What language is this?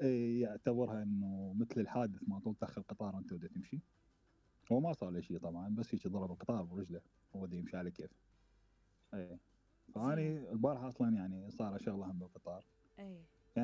Mesopotamian Arabic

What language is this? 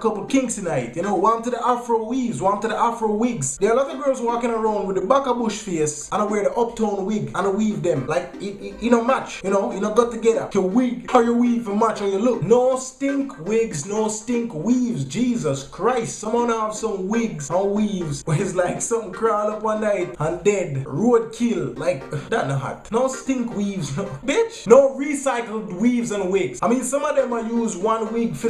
Jamaican Creole English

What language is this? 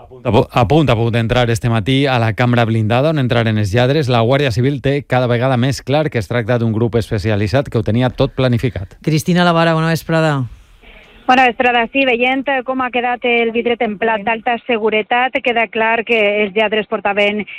Catalan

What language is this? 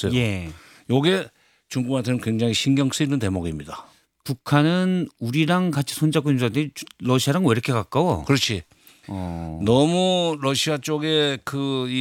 Korean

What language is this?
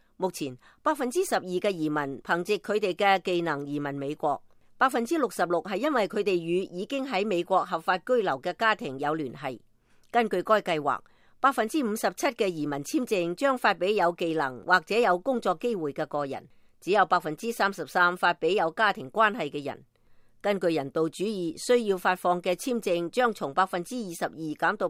Cantonese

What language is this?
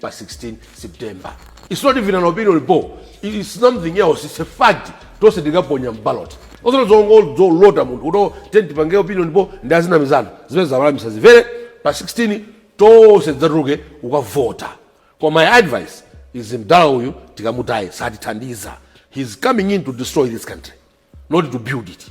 Nyanja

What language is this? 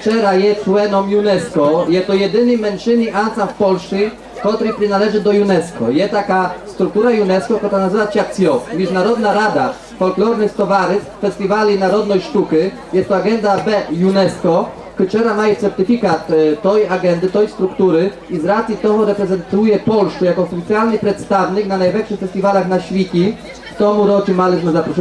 Rusyn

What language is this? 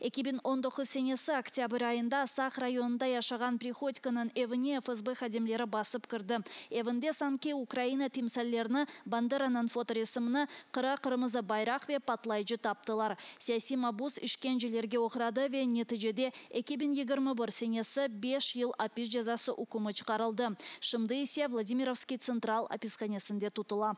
Crimean Tatar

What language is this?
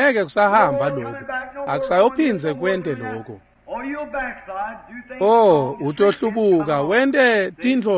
Swati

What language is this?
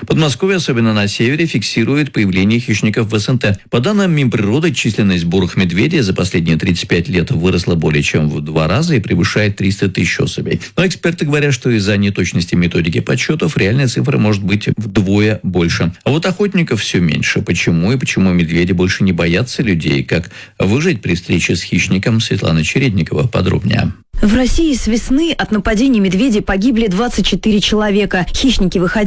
Russian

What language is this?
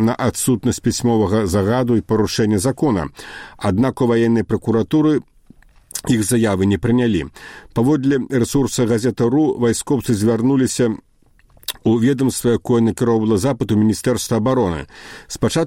Belarusian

